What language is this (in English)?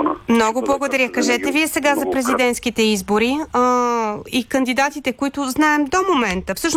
Bulgarian